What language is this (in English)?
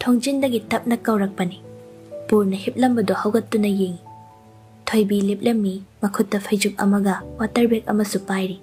Manipuri